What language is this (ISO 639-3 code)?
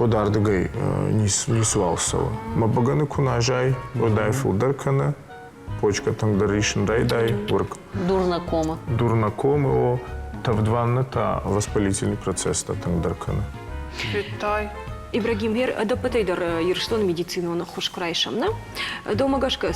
oss